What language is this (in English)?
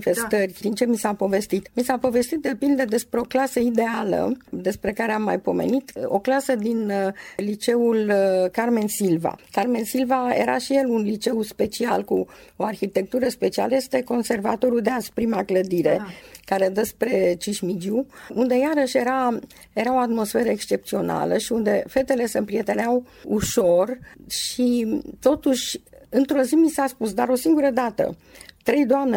Romanian